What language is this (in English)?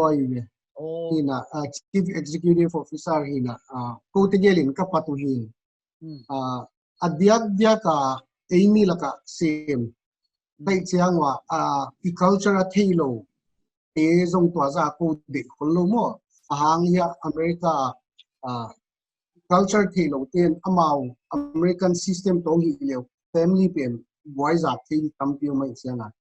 Paite Chin